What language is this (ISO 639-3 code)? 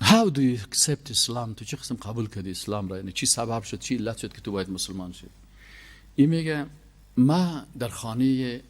fas